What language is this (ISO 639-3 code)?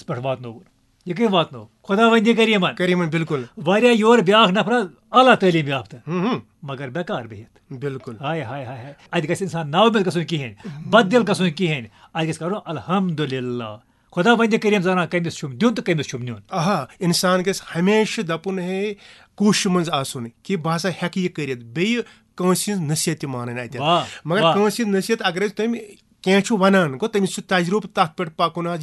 kas